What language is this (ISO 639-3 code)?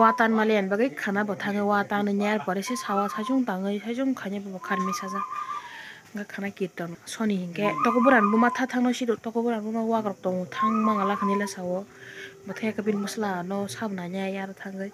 trp